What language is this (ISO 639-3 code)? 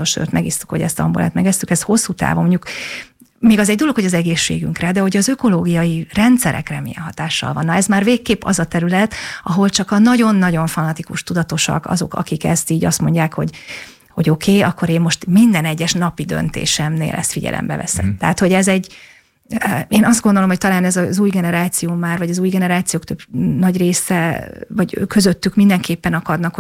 hun